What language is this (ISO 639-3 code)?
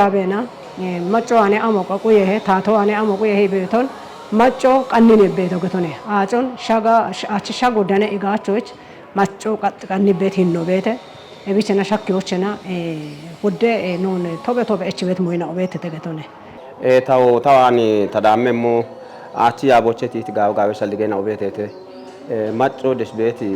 kbr